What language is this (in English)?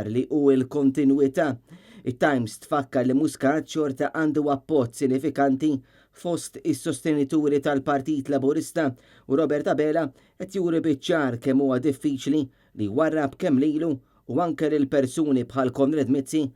Maltese